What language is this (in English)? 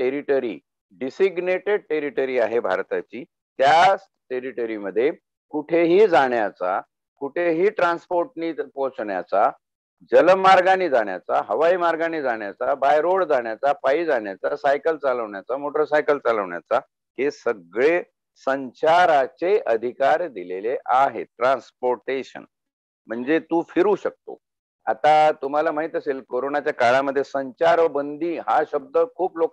Marathi